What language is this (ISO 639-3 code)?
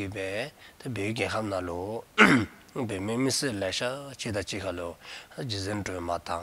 dzo